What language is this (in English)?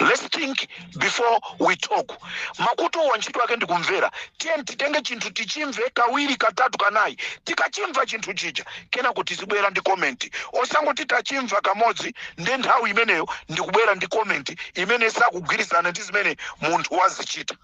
Nyanja